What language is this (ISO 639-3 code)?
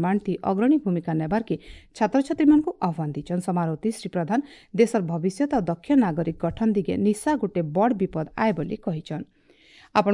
ori